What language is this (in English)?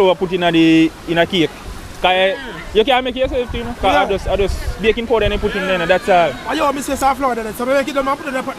Jamaican Creole English